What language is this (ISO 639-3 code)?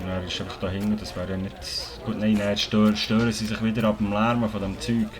gsw